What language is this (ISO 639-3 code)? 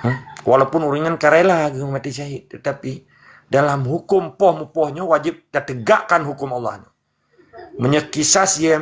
ace